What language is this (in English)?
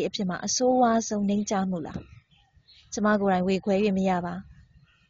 Burmese